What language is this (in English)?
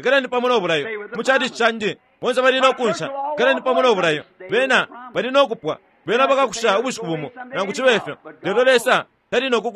Bemba